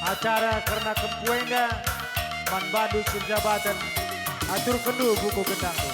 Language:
Batak Karo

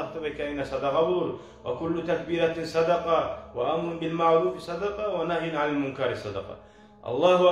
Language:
Kumyk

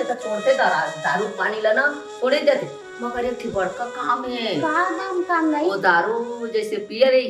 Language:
Chhattisgarhi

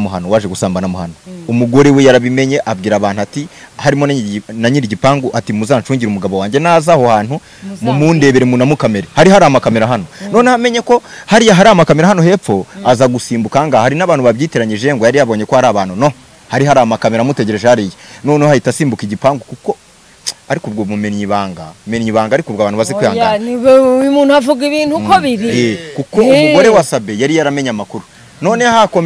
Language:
Kinyarwanda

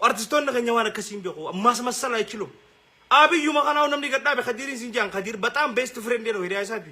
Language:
Oromo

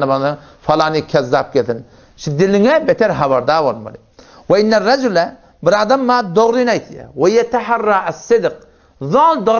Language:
Turkmen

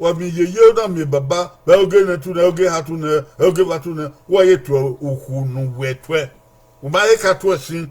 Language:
Bini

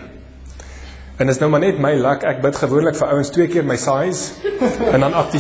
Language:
Afrikaans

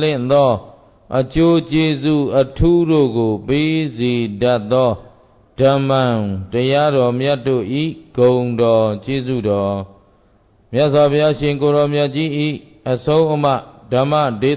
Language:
Burmese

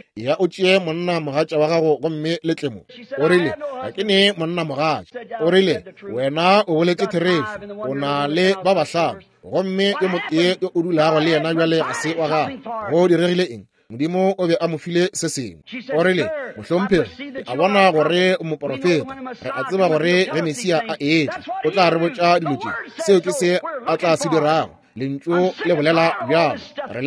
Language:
Northern Sotho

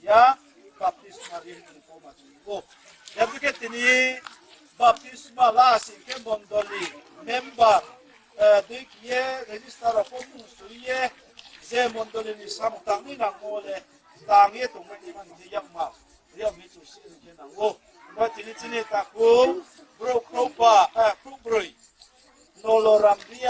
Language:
Riang (India)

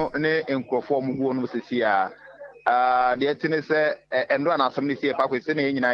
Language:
Akan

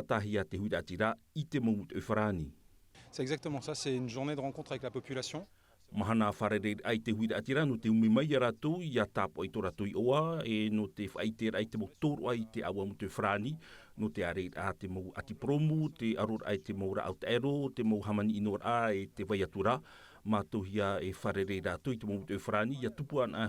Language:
Tahitian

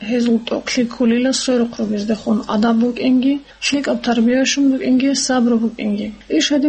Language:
Avaric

